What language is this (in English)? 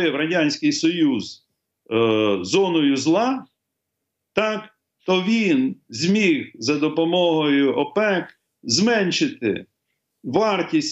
Ukrainian